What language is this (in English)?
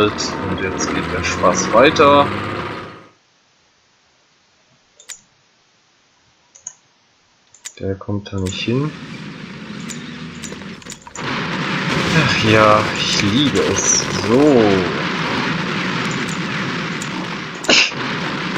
German